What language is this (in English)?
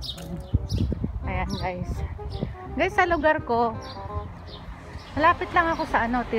Filipino